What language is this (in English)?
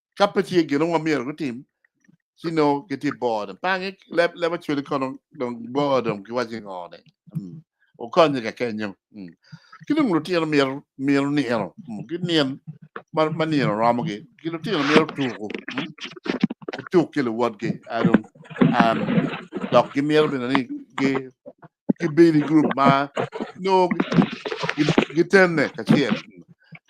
Acoli